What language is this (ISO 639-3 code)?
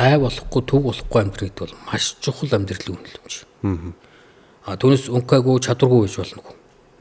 mon